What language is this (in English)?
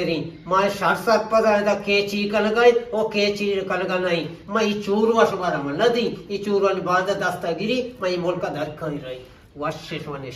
Eastern Balochi